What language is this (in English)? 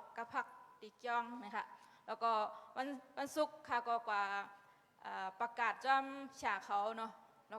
Shan